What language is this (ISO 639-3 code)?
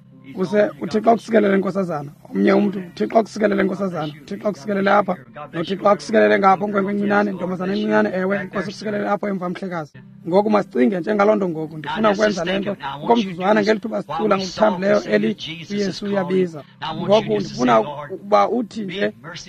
xho